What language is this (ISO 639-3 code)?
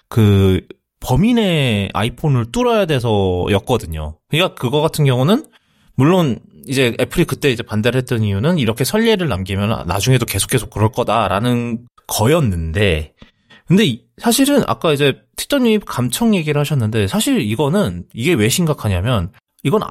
kor